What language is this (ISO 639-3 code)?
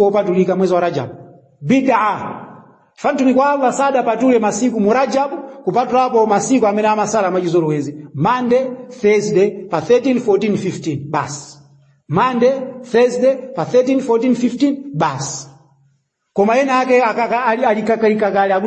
nya